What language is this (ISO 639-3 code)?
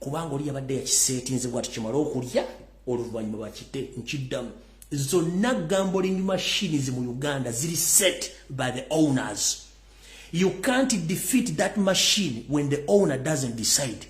lug